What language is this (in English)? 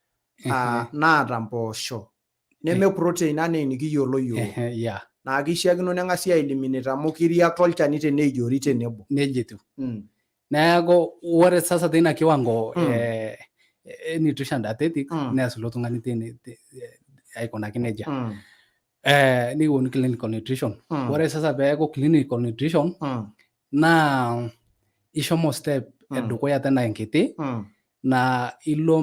Masai